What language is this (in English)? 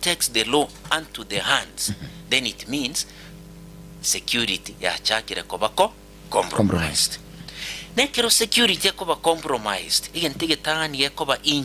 Gusii